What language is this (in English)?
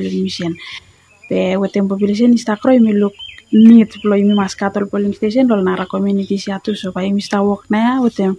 Bislama